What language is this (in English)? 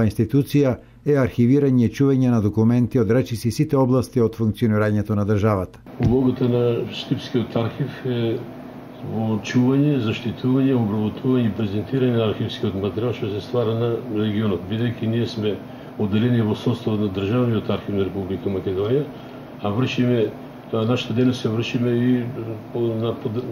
Macedonian